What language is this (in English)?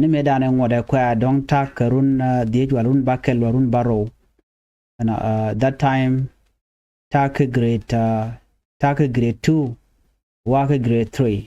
Nuer